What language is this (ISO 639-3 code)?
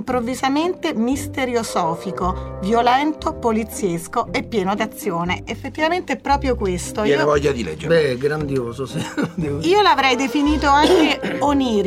ita